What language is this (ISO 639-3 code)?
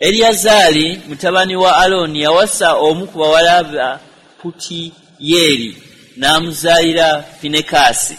lug